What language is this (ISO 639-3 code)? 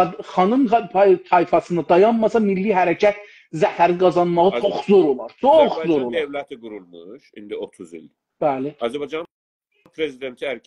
azb